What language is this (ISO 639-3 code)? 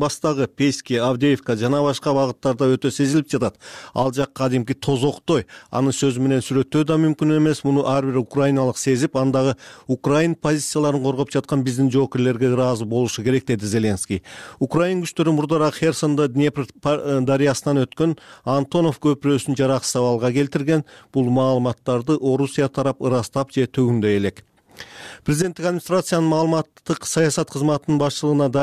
kir